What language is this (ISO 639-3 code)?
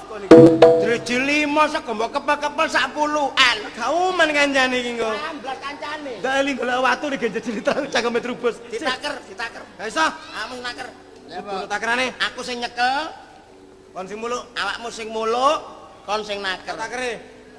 jav